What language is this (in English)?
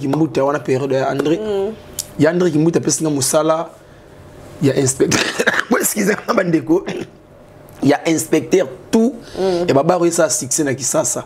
Lingala